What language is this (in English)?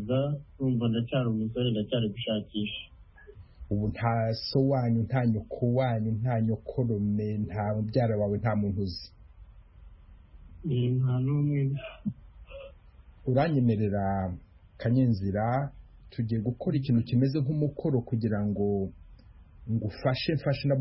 Kinyarwanda